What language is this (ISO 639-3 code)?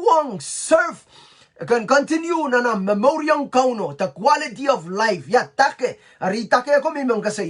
pon